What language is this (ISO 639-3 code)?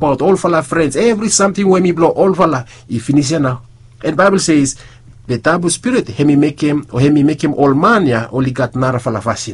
bis